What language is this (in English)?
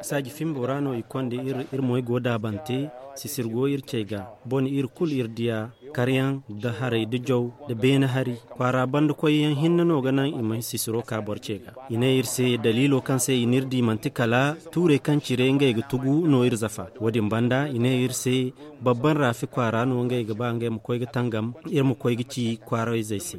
Zarma